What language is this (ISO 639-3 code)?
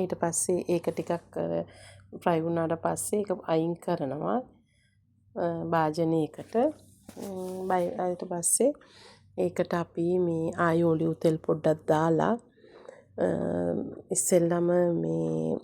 sin